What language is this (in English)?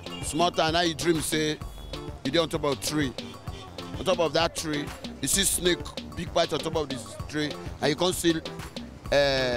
Nigerian Pidgin